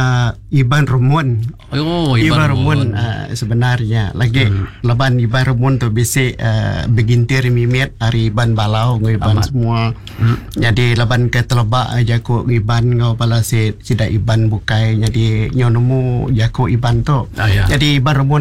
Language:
Iban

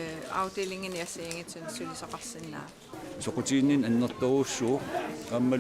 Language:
Kalaallisut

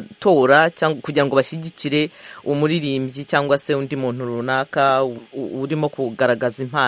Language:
Kinyarwanda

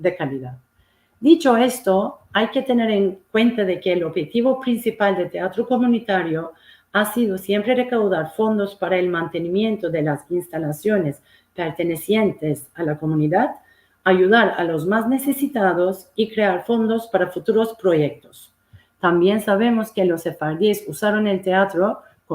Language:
Ladino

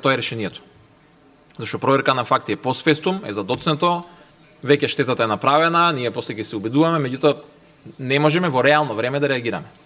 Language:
Macedonian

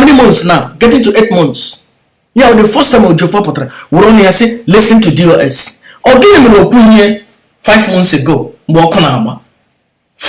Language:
Igbo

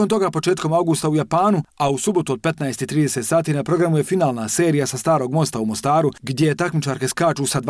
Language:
Bosnian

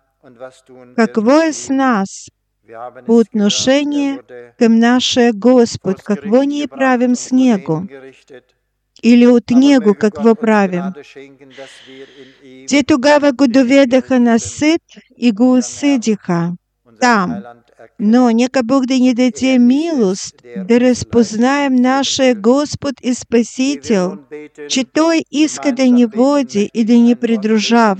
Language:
Bulgarian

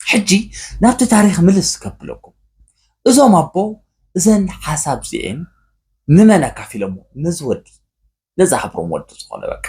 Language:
Tigrinya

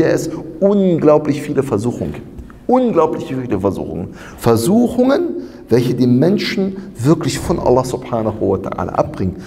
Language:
German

